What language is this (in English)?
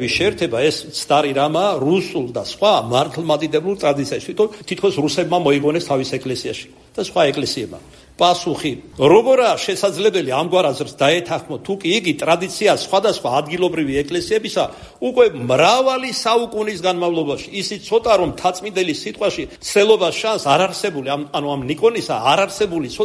Georgian